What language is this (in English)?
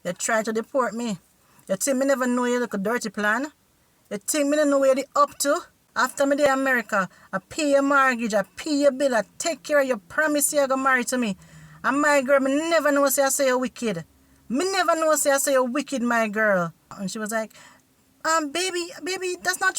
Jamaican Creole English